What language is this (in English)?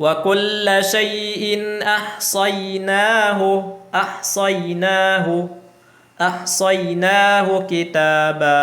Tausug